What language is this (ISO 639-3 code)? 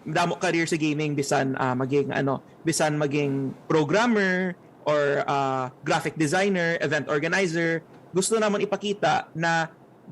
hil